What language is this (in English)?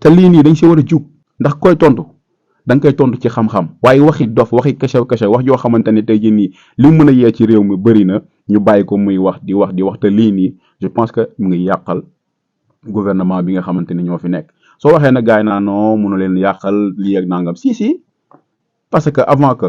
Wolof